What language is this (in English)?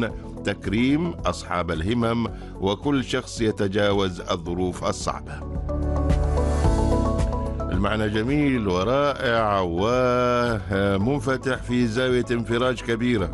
Arabic